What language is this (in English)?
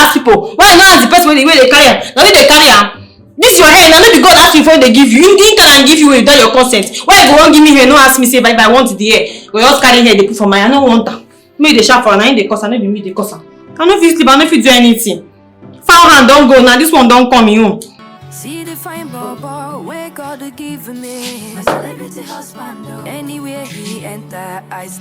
Nigerian Pidgin